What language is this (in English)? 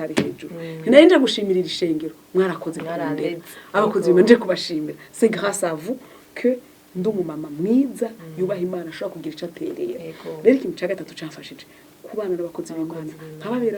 Rundi